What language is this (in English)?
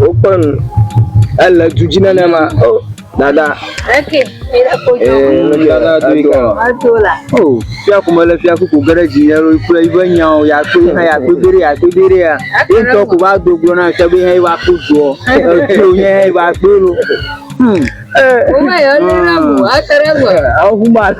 Ewe